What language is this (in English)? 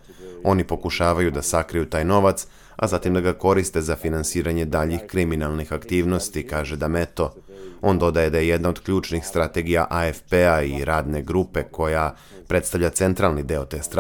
Serbian